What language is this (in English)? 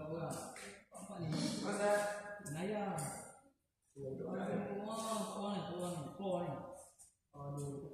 Malay